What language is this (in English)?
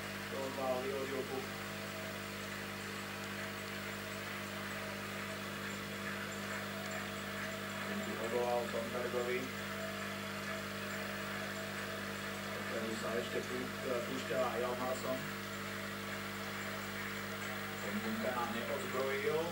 Slovak